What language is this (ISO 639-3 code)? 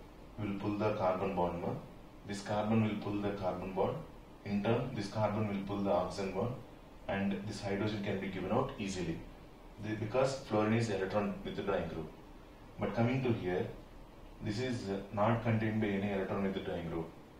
eng